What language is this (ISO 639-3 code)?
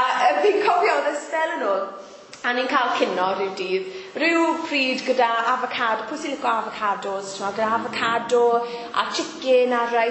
cym